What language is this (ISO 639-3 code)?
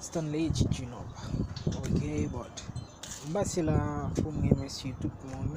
hat